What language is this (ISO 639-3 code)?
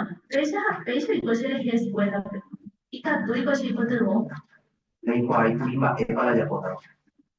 grn